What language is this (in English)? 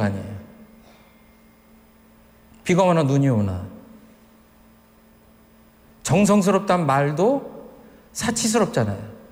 Korean